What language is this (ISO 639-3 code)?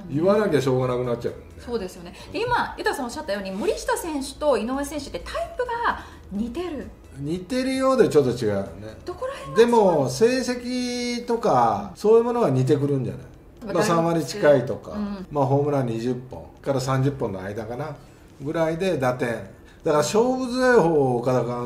jpn